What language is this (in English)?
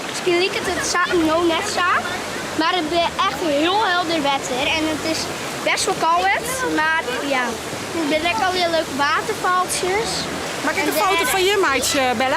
Western Frisian